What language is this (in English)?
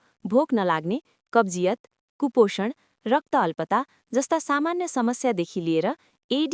Nepali